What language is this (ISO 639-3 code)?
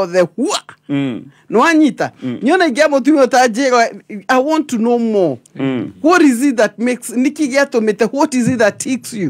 kik